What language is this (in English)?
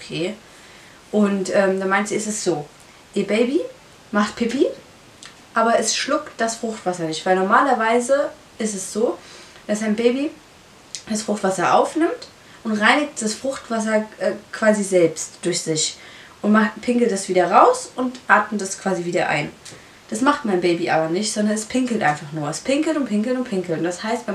German